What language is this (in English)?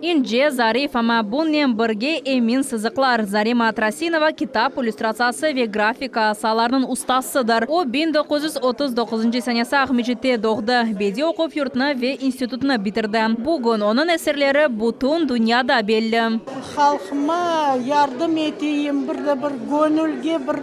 Crimean Tatar